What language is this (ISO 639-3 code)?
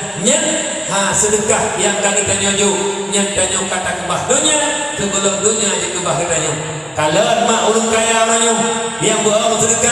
ace